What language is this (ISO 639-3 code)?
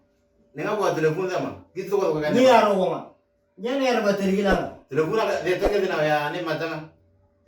mor